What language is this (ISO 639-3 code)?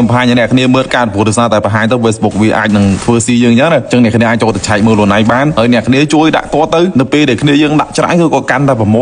khm